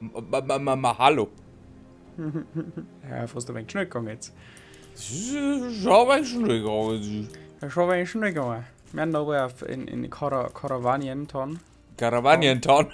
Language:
Bavarian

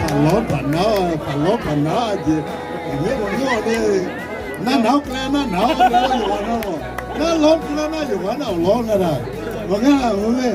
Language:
Akha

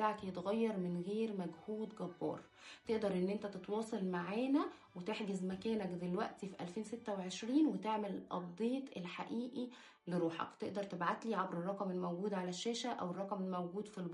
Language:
Egyptian Arabic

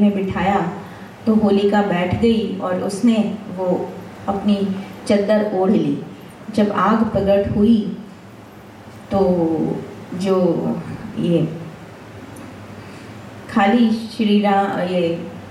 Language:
Hindi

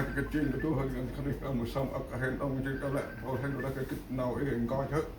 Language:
Central Mnong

